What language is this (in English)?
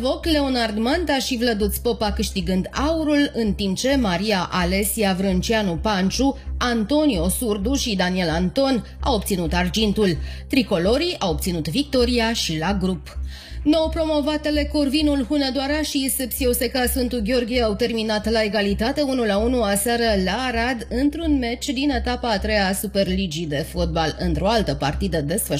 Romanian